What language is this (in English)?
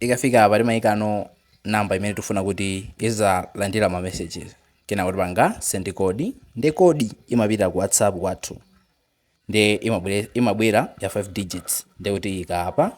Nyanja